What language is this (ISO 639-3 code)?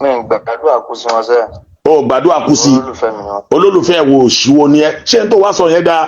yor